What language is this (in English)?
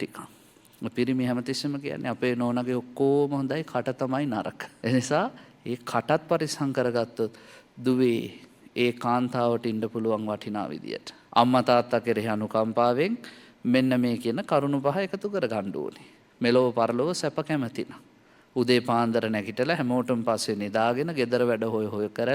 Sinhala